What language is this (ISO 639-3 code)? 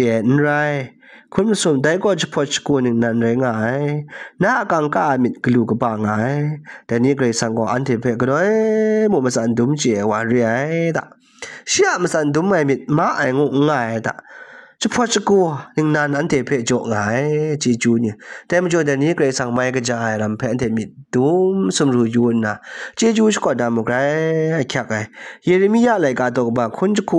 kac